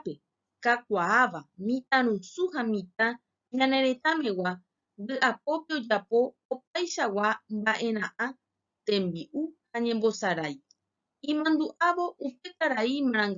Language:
Guarani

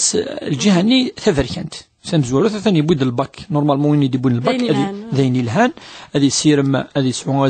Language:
Kabyle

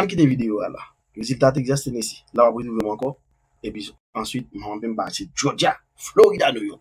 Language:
Haitian Creole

